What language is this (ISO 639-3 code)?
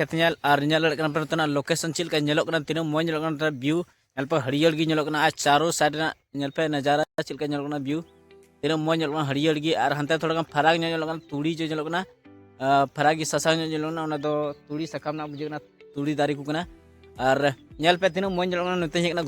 sat